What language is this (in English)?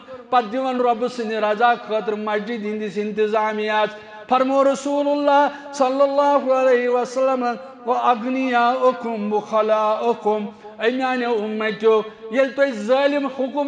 Kashmiri